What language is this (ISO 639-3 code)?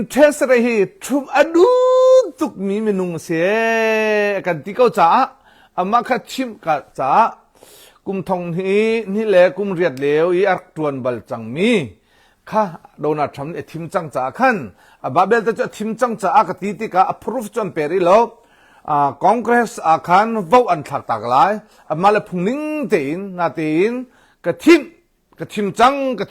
cnh